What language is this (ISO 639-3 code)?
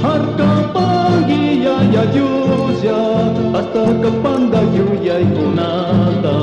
qug